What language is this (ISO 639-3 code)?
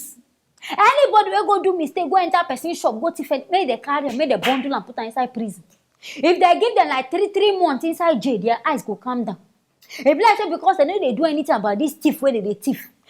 pcm